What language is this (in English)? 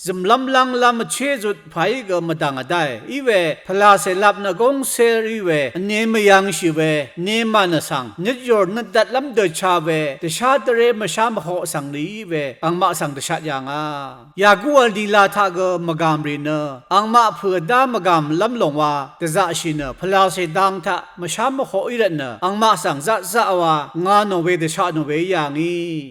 Rawang